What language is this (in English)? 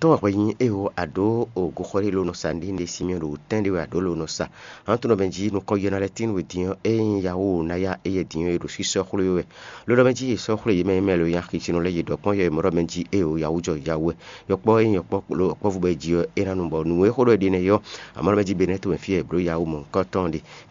Fon